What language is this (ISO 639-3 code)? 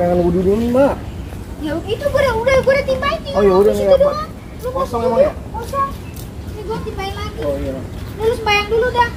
bew